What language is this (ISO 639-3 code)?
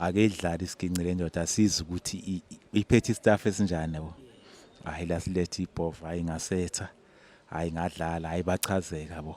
zul